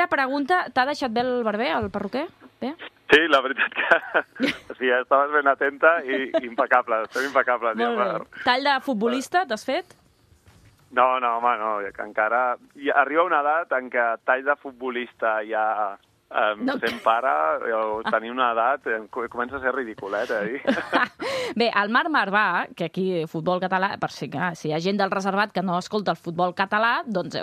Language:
Catalan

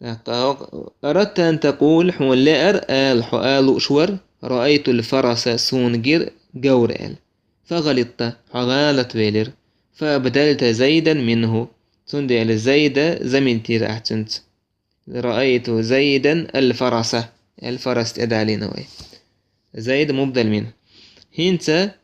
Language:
Chechen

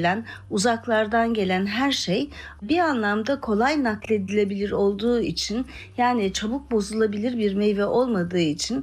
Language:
Turkish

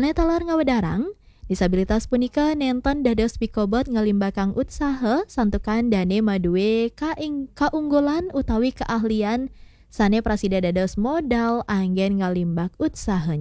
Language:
Balinese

